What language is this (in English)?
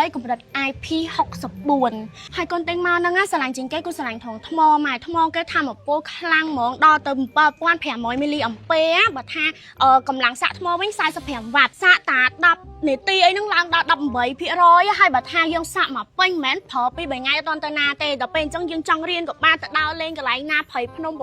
Khmer